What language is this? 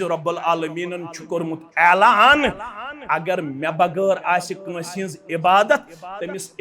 Kashmiri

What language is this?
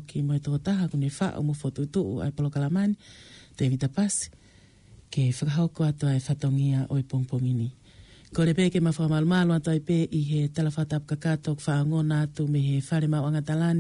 Tongan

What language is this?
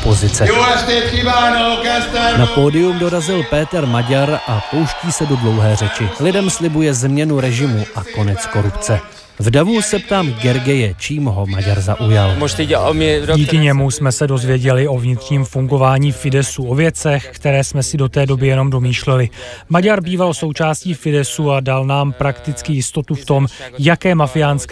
Czech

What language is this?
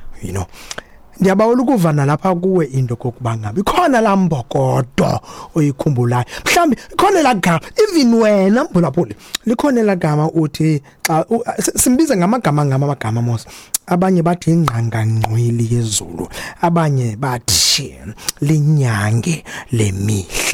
Xhosa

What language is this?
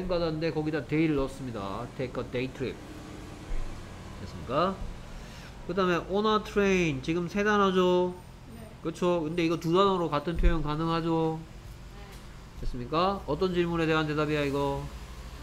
Korean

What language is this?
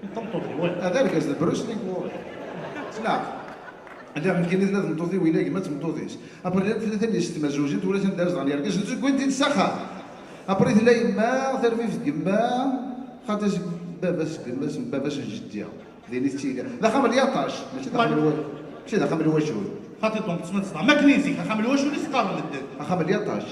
Kabyle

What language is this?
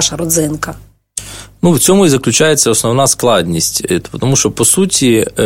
Ukrainian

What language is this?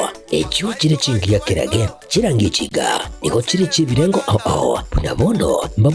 Gusii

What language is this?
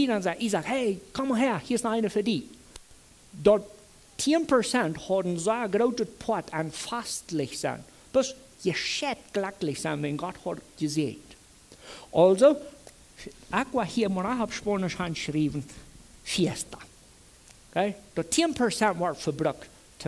Plautdietsch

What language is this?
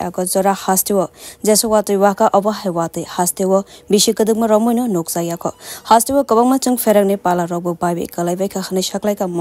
Kok Borok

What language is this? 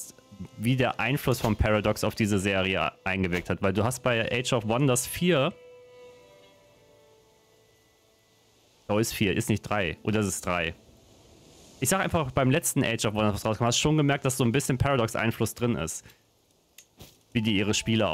German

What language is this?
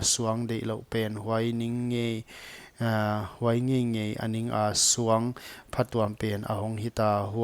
Paite Chin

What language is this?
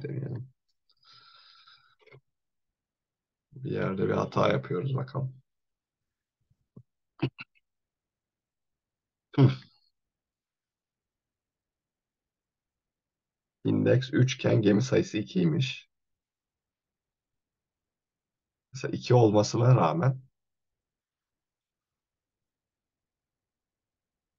Turkish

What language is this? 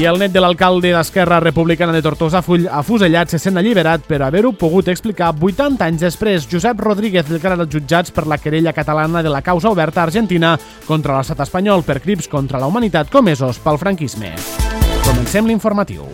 Catalan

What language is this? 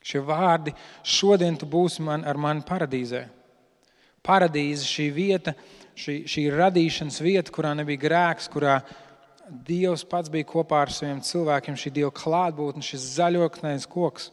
Latvian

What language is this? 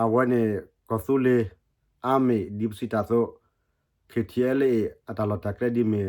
S'gaw Karen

